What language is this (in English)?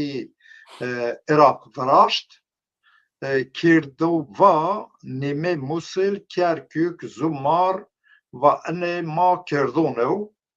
Zaza